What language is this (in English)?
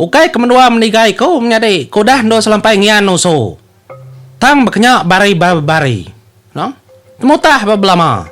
Iban